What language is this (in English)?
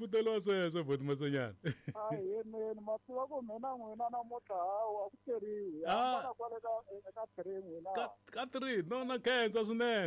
Tsonga